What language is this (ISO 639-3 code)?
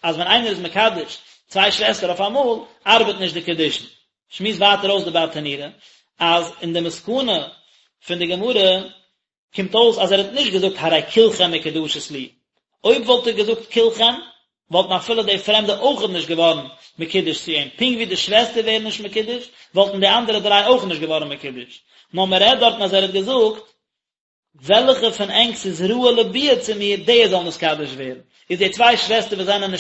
yid